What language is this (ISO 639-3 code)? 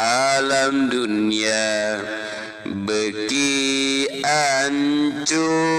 sun